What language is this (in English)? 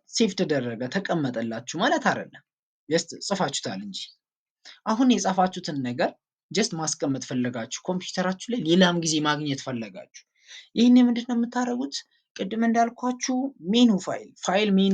Amharic